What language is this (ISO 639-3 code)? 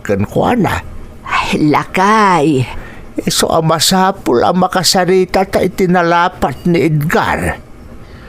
ilo